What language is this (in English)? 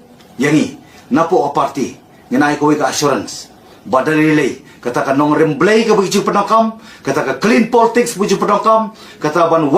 Khasi